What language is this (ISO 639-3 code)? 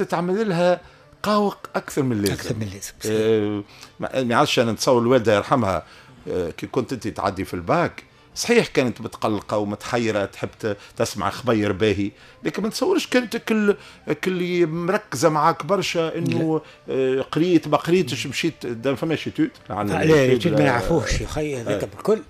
aeb